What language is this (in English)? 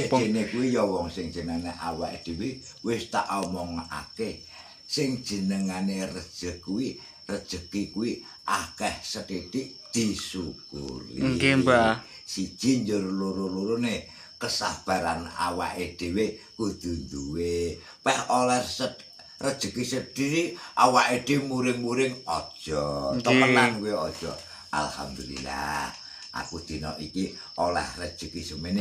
Javanese